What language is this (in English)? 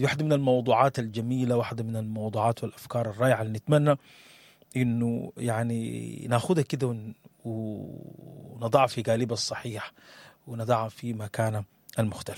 Sudanese Arabic